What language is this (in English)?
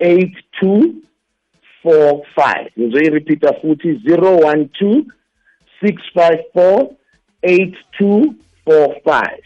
South Ndebele